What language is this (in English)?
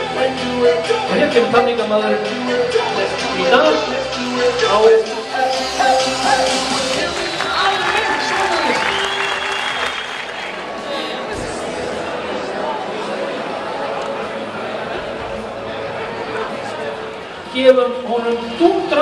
Icelandic